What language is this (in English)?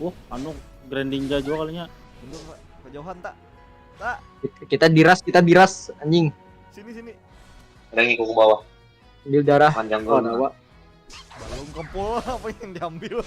Banjar